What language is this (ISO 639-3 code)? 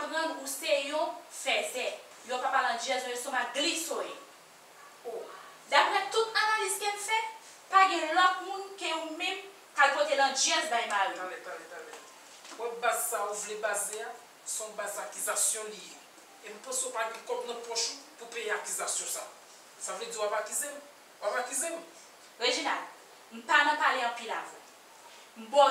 hat